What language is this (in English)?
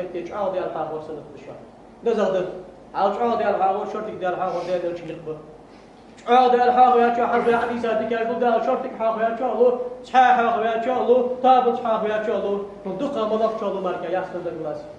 Ingush